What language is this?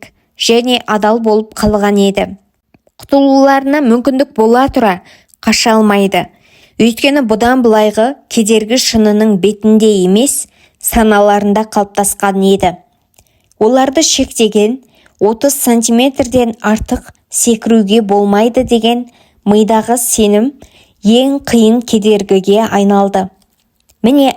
Kazakh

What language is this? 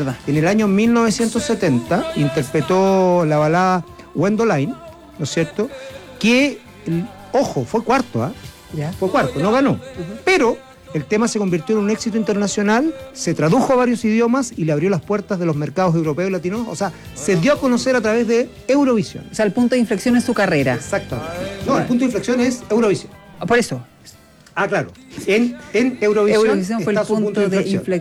Spanish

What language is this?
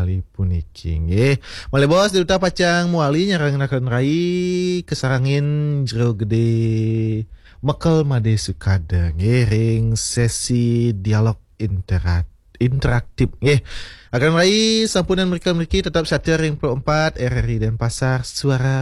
Balinese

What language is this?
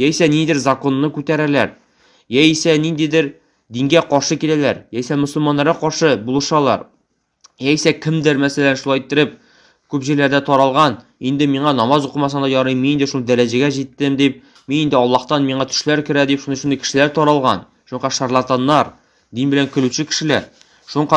Tatar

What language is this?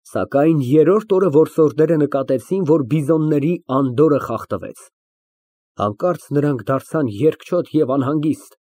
Armenian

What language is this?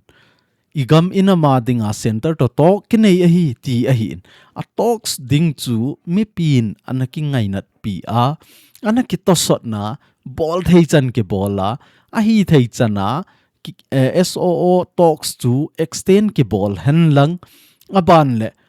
Thado Chin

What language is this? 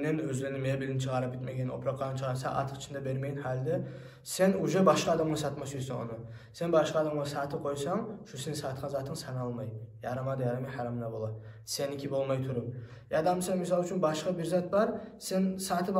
Kumyk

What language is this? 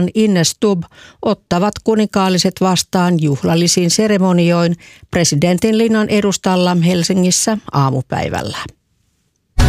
Finnish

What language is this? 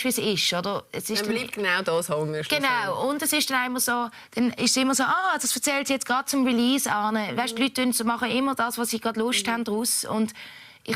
Swiss German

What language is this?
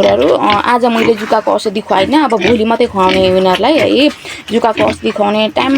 Nepali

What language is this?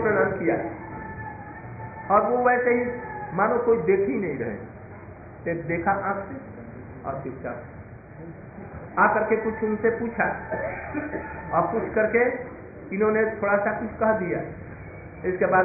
Hindi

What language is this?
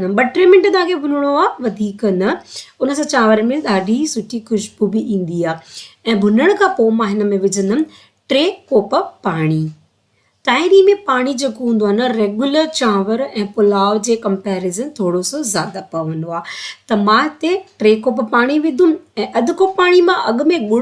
Sindhi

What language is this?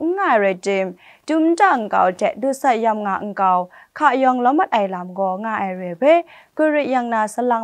Kachin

